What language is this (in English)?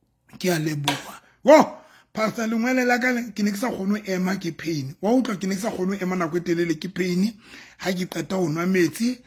Southern Sotho